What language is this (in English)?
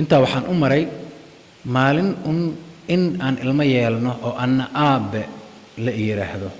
Somali